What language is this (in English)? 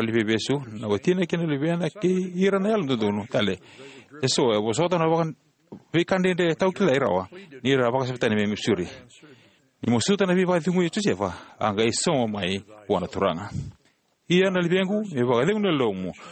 Fijian